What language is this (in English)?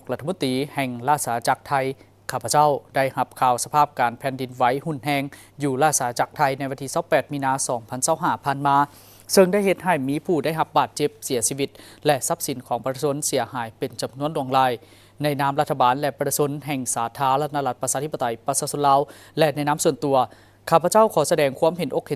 Lao